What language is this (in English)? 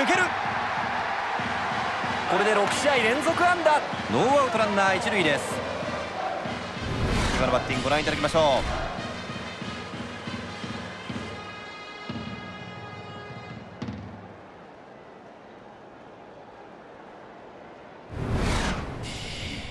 Japanese